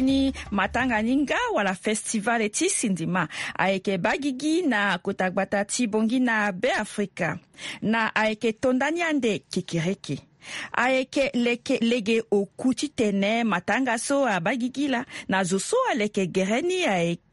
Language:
Sango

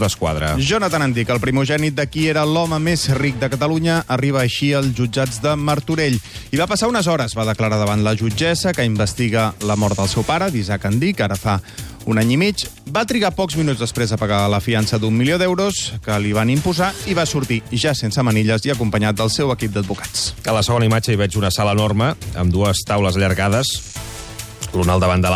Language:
Catalan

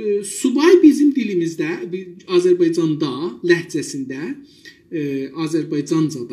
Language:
South Azerbaijani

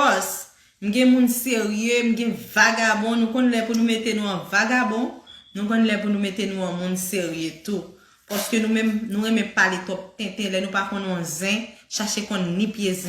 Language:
Haitian Creole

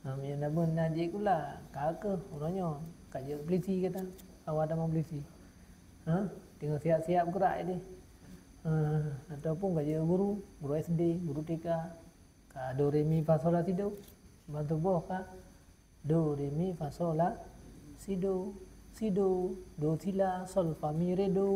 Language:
Achinese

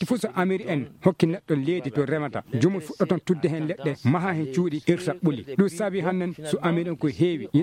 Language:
Maasina Fulfulde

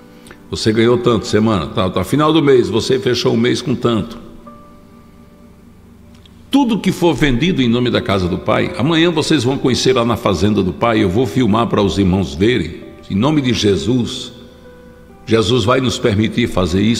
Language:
Portuguese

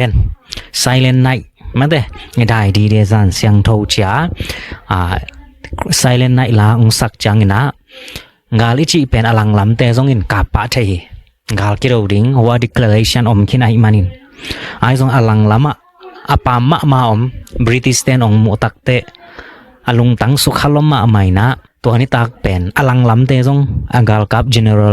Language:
Tedim Chin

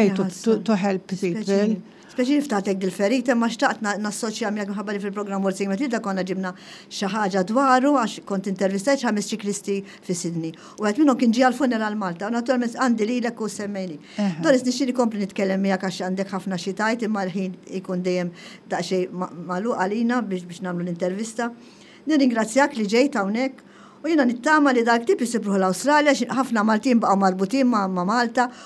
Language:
Maltese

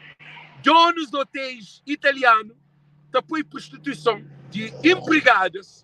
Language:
Kabuverdianu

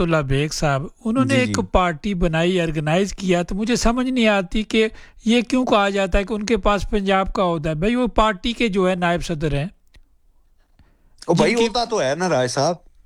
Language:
Urdu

